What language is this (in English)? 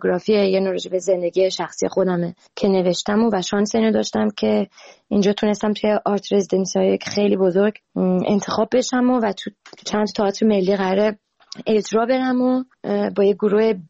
Persian